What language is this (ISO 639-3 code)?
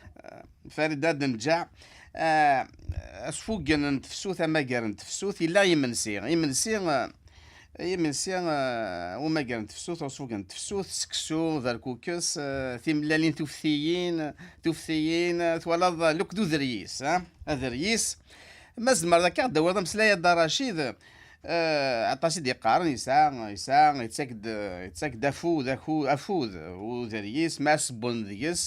kab